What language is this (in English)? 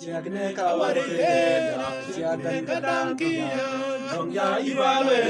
Mabaan